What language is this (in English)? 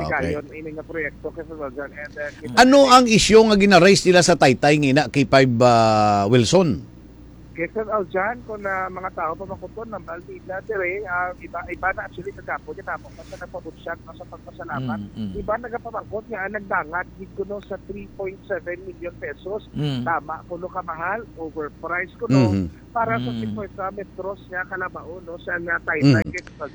Hiligaynon